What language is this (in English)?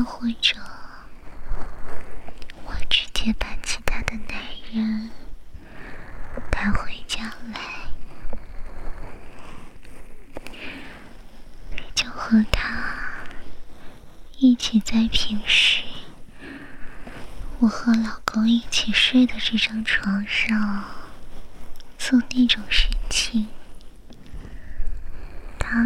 Chinese